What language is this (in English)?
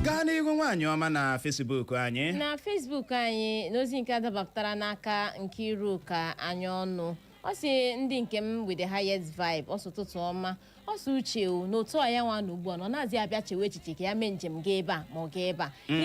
Igbo